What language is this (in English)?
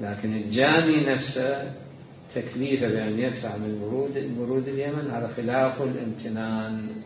Mesopotamian Arabic